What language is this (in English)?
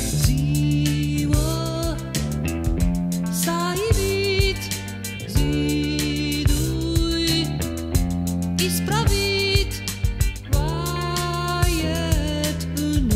Romanian